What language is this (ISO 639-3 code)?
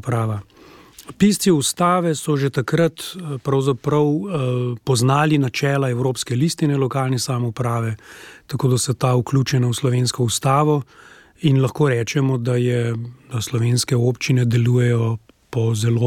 slv